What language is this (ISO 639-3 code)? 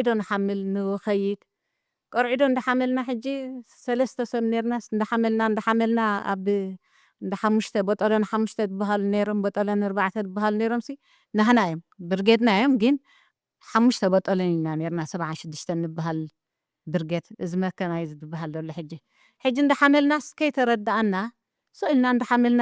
tir